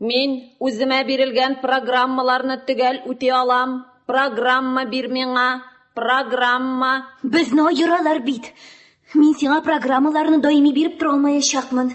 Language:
Tatar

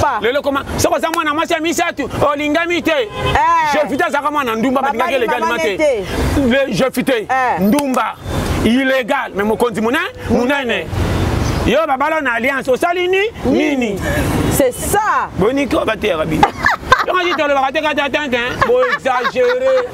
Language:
Lingala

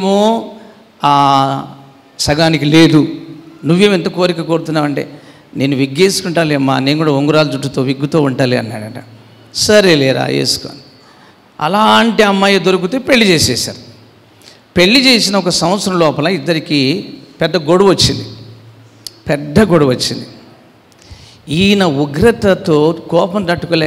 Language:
Telugu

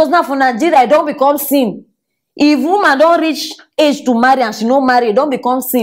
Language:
Nigerian Pidgin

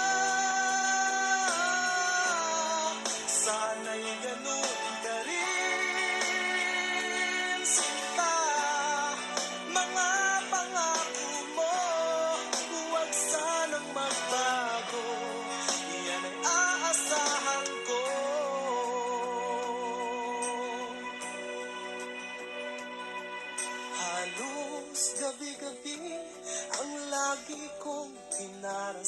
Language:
Filipino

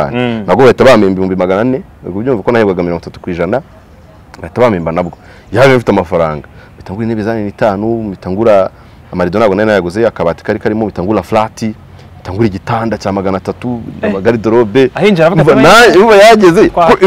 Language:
Kinyarwanda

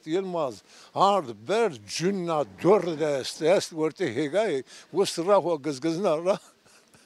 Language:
Zaza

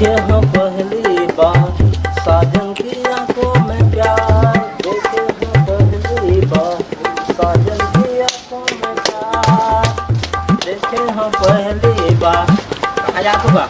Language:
Chhattisgarhi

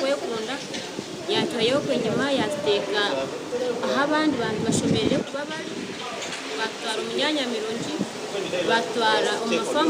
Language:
Nyankole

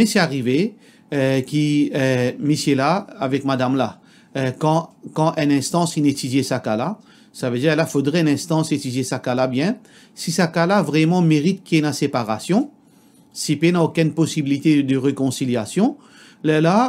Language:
Morisyen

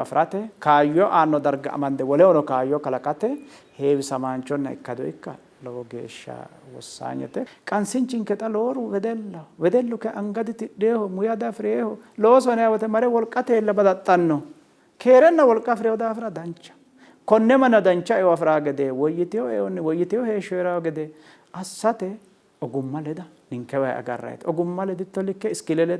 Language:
Sidamo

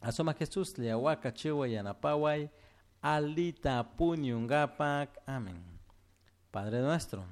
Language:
Chimborazo Highland Quichua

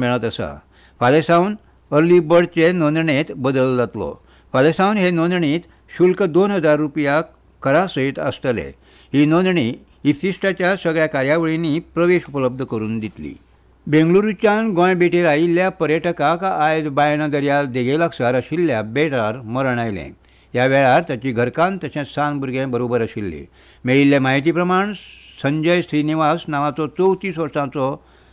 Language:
Konkani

